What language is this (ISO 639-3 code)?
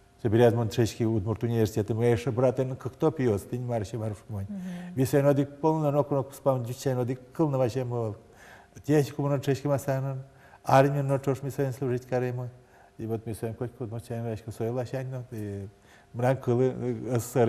udm